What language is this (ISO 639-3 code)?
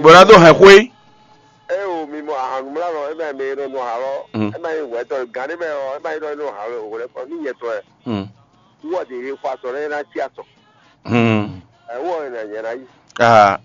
fon